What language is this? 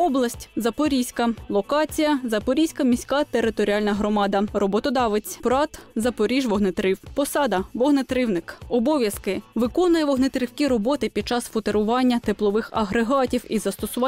Ukrainian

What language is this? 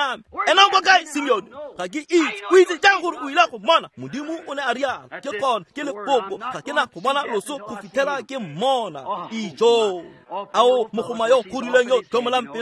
Tswana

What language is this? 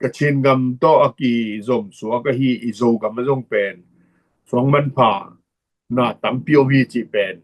Tedim Chin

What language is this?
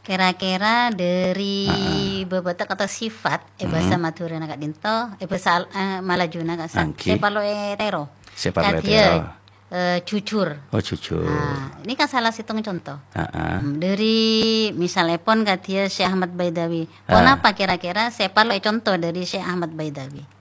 Madurese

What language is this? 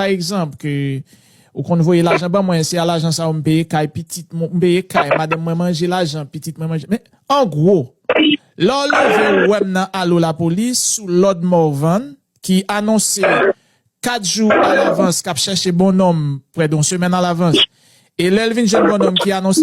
Haitian Creole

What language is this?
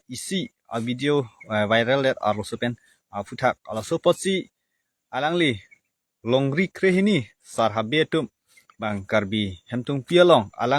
Karbi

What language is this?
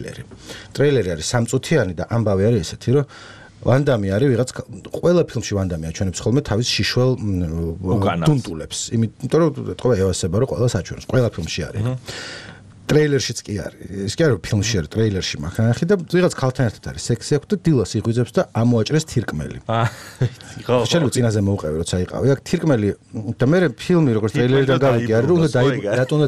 Georgian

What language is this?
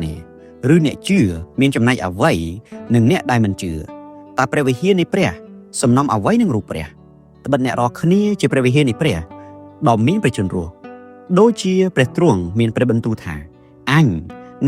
Khmer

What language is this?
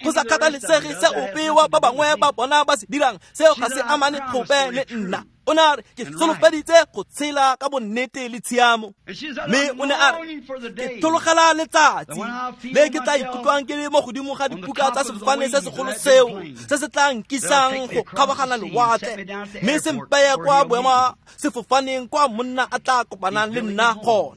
Tswana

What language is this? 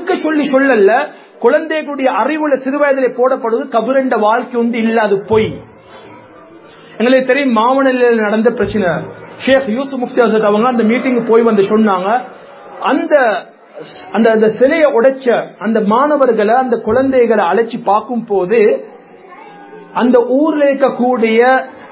Tamil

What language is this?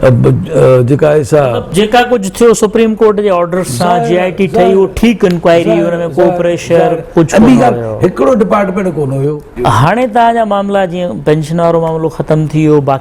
Sindhi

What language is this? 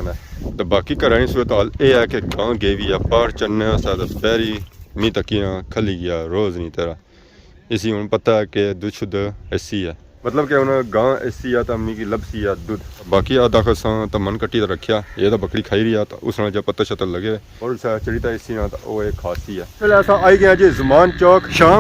Pahari-Potwari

